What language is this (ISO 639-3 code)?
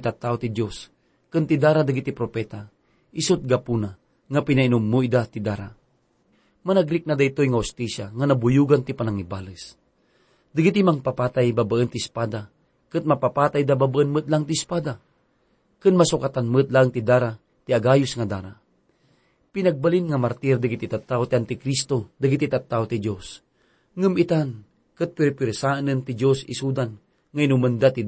ilo